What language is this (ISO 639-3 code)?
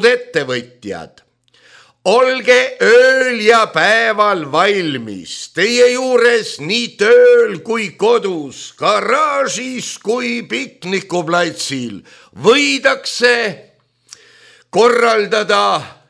est